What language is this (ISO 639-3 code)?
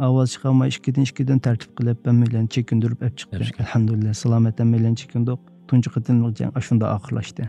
uig